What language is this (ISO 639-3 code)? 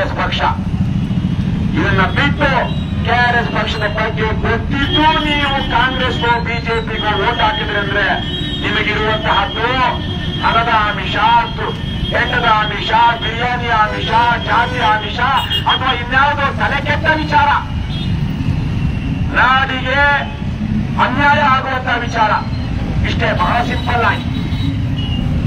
kan